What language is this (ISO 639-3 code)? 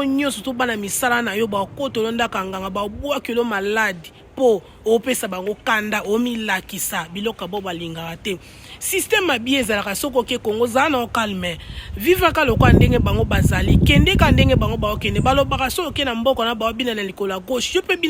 lin